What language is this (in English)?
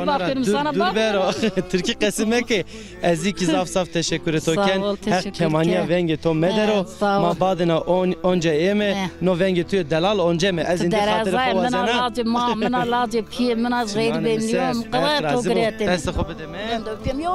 Zaza